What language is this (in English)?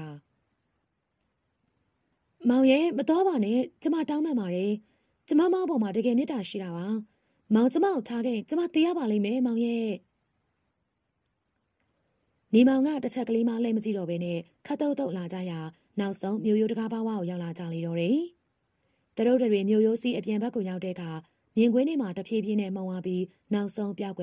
Burmese